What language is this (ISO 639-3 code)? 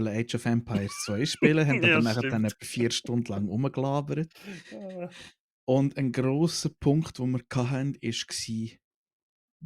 gsw